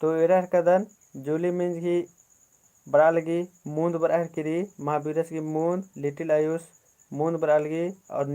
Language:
Kurukh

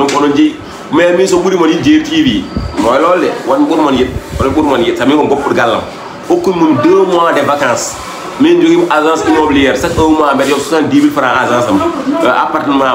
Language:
Fula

